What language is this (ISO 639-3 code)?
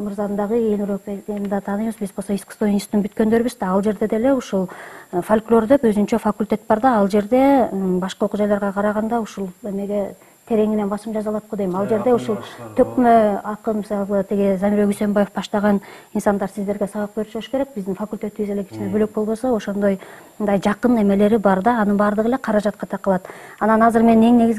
kir